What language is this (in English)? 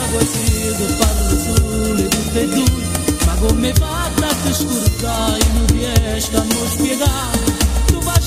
Italian